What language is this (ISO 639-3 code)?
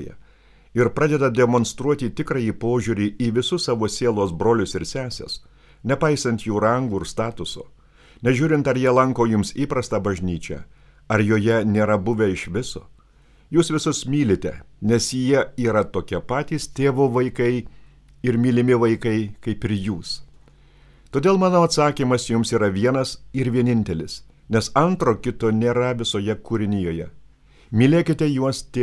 lit